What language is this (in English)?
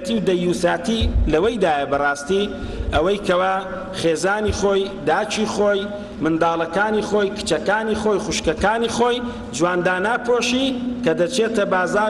Central Kurdish